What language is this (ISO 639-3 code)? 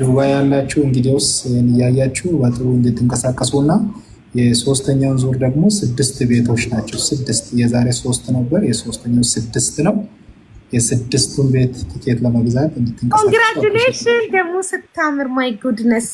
amh